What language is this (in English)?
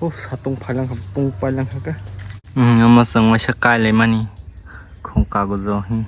Kok Borok